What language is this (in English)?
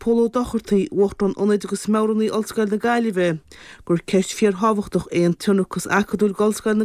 Irish